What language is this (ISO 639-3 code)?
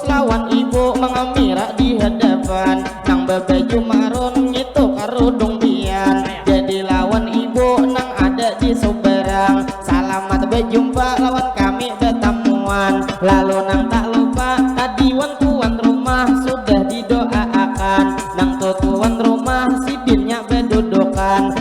bjn